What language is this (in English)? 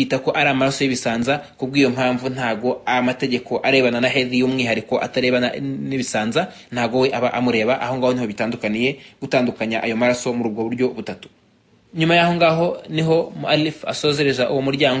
Kinyarwanda